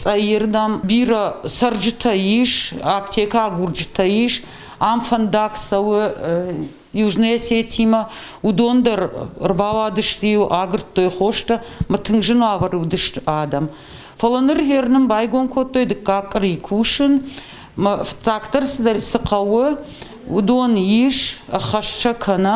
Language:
Ossetic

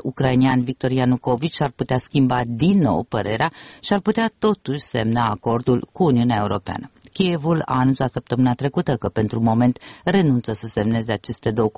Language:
Romanian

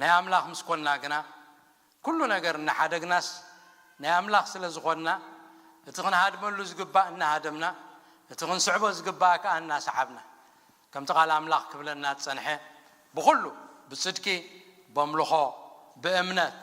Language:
Tigrinya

